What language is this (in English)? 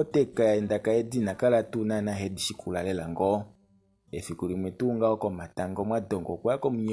Kuanyama